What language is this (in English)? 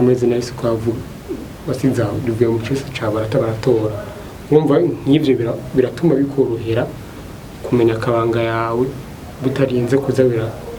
Rundi